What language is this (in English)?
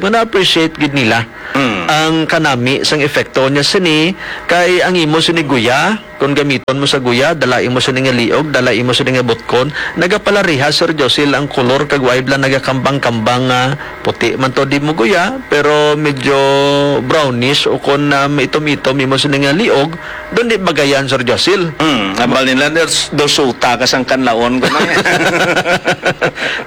Hiligaynon